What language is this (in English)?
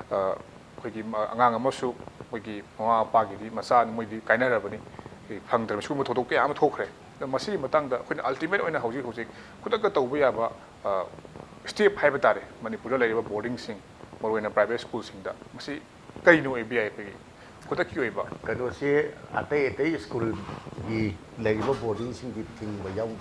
Manipuri